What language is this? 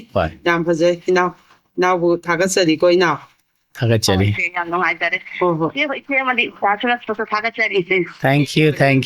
Manipuri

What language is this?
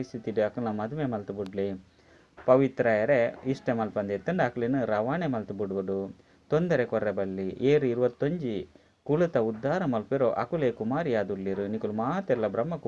Tulu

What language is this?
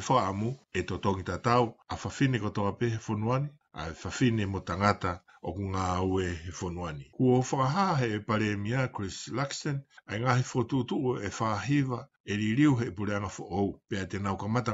Tongan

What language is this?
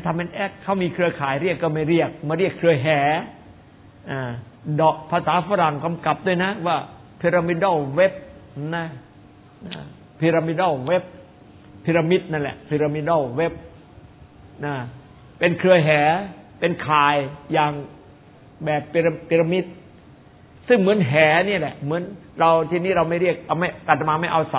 Thai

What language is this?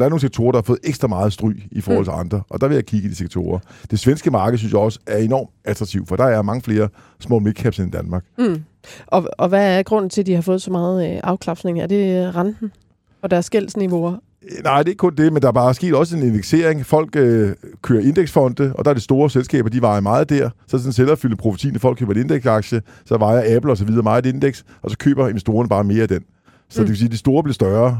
Danish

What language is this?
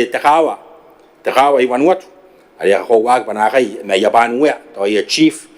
Gilbertese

